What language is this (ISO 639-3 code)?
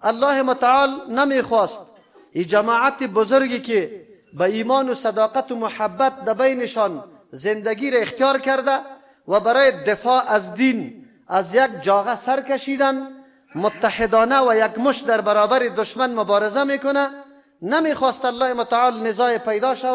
fas